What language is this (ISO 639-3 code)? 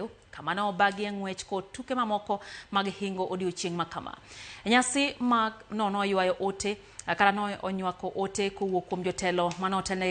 luo